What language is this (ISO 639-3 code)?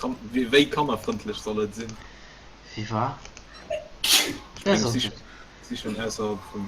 ltz